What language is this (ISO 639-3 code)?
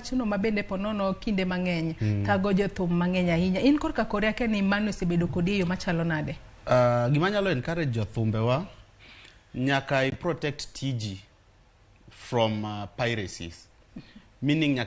luo